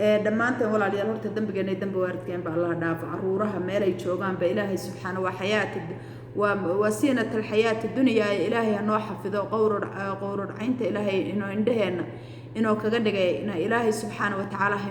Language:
Somali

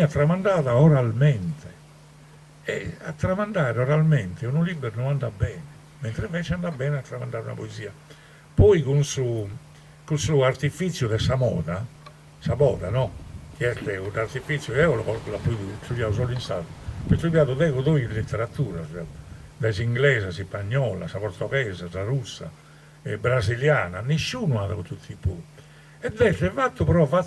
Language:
Sardinian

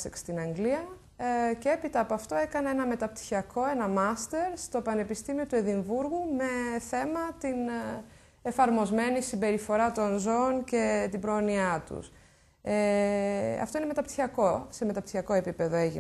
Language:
Greek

